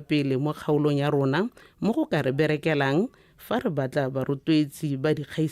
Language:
Tswana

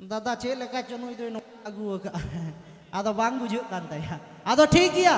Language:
Santali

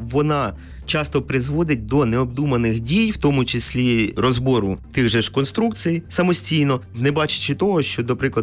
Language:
Ukrainian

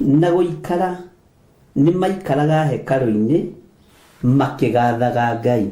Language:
Kikuyu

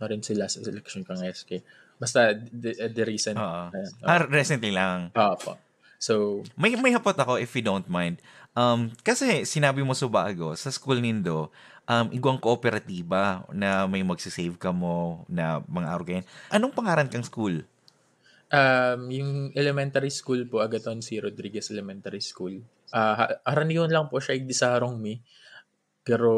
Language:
Bikol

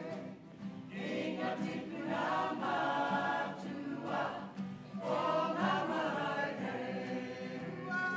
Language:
Māori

